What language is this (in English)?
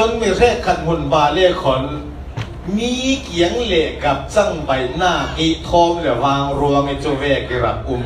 Falam Chin